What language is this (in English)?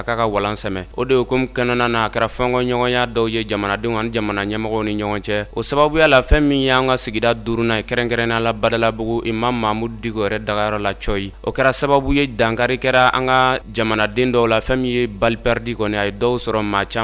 Bambara